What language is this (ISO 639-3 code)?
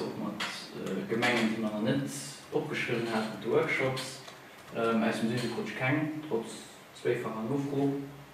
ltz